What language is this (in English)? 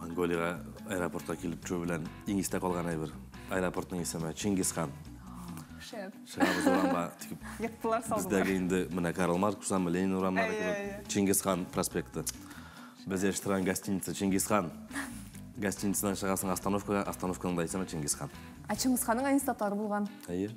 Tatar